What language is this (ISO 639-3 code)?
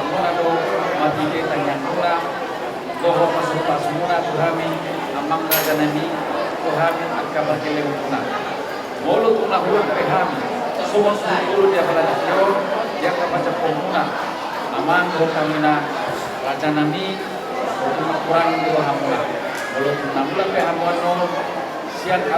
bbc